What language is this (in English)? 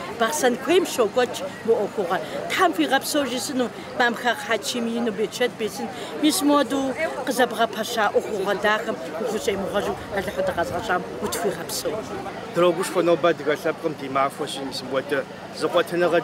Kabardian